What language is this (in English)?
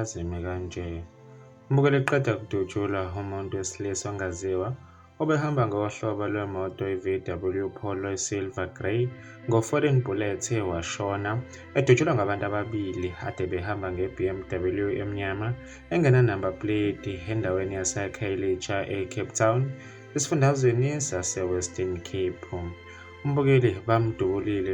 Zulu